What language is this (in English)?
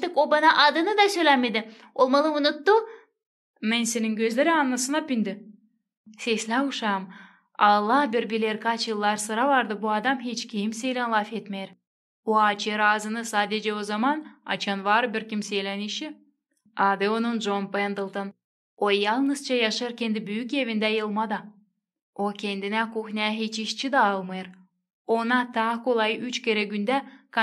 Gagauz